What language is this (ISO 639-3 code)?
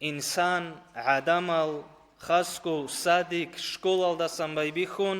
ava